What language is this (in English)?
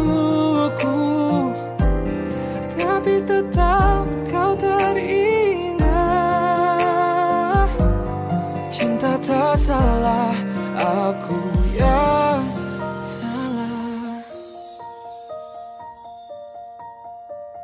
Indonesian